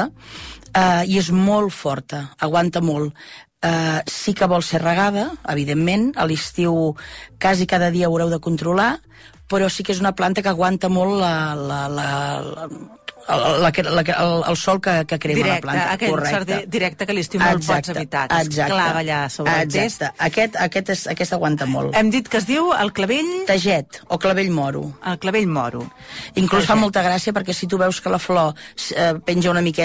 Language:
Catalan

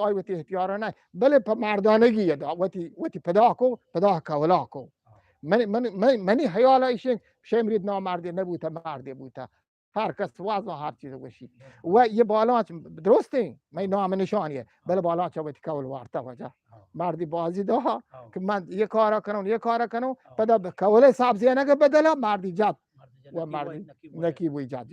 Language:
Eastern Balochi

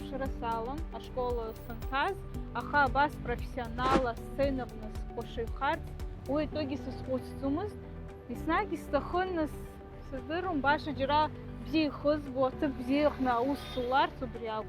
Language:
Abkhazian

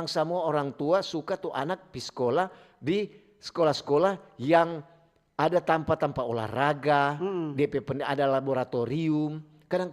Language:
Manado Malay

